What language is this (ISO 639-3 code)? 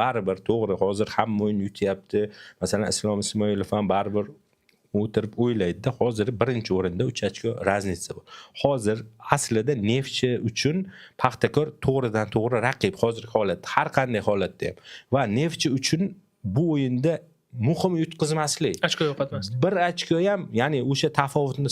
uzb